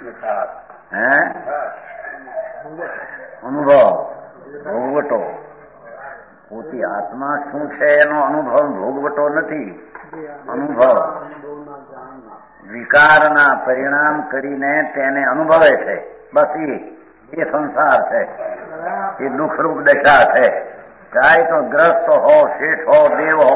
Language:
Gujarati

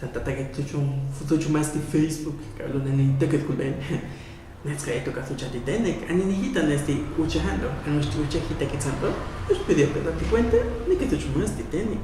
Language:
Huastec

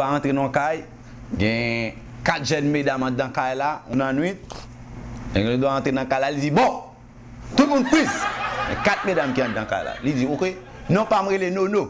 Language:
Haitian Creole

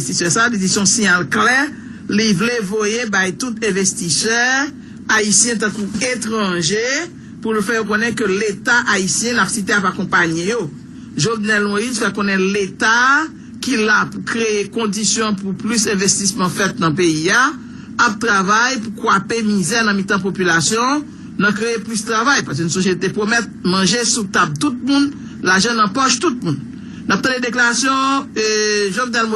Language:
Haitian Creole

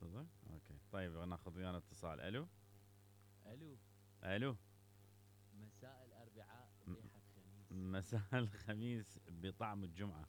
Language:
Mesopotamian Arabic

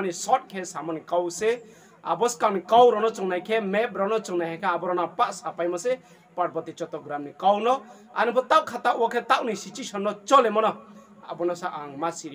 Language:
Riang (India)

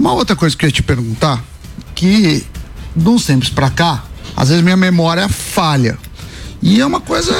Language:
Portuguese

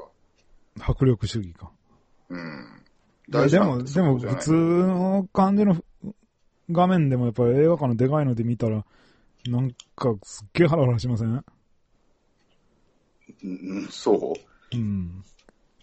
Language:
Japanese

